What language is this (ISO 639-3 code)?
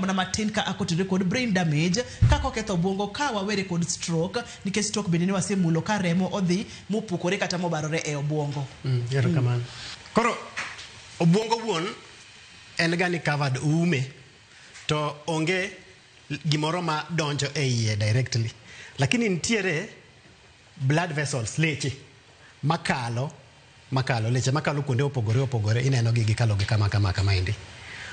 luo